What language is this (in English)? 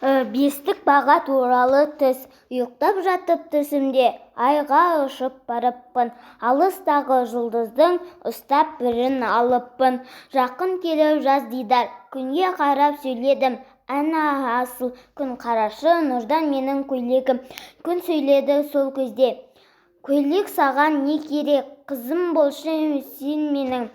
Kazakh